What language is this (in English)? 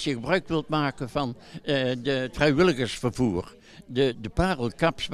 Dutch